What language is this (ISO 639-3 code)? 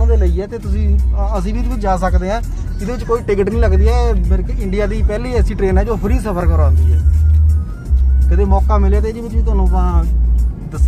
pan